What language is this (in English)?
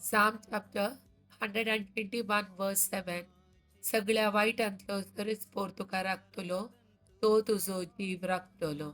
Konkani